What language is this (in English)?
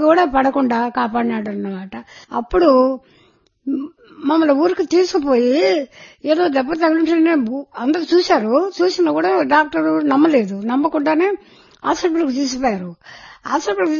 Telugu